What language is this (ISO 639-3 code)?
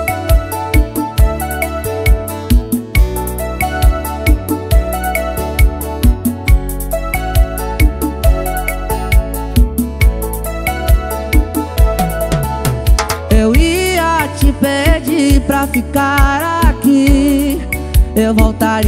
por